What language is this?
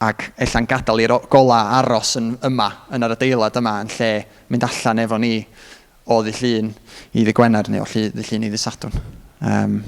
Welsh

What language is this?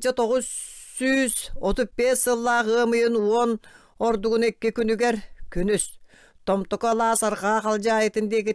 Yakut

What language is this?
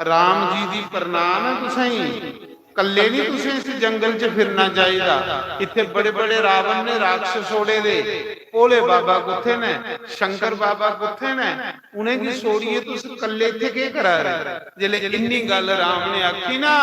Dogri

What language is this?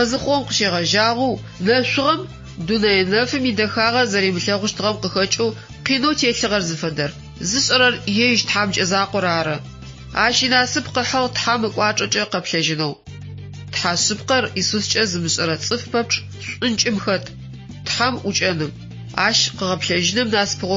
Adyghe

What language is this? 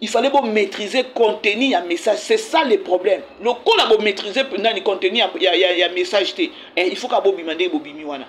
Lingala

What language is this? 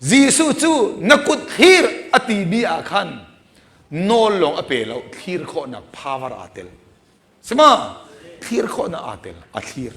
Hakha Chin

